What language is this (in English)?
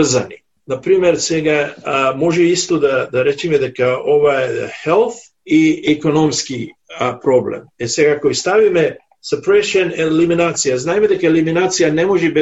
Macedonian